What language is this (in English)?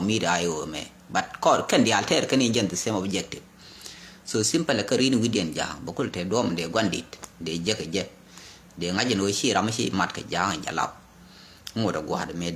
Nuer